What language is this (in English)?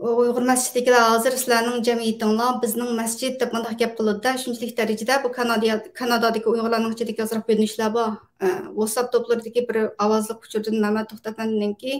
Uyghur